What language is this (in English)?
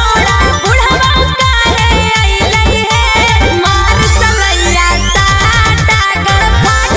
Magahi